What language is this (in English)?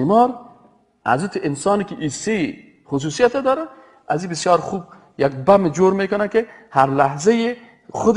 Persian